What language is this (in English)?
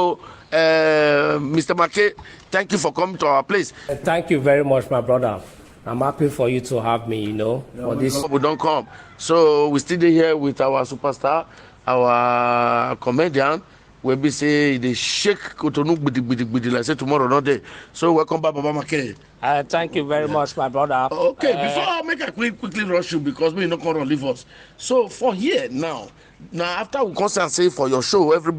Nigerian Pidgin